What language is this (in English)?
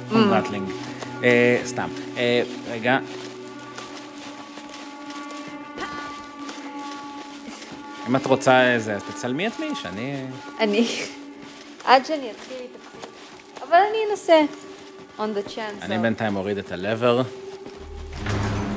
Hebrew